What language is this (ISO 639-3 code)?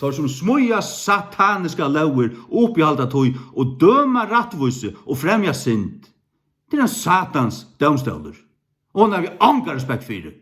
fao